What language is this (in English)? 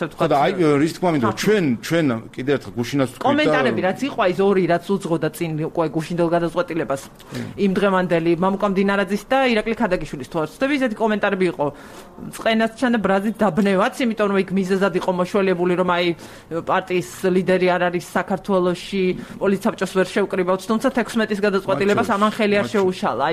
Georgian